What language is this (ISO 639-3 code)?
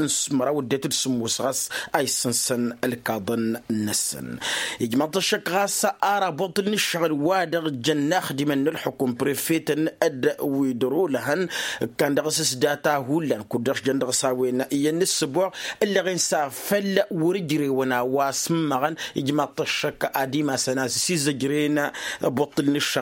taq